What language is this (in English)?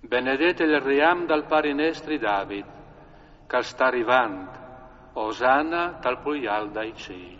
Friulian